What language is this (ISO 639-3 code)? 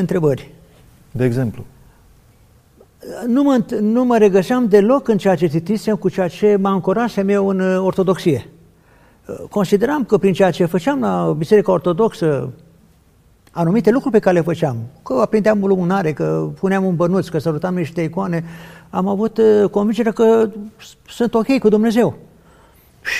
ron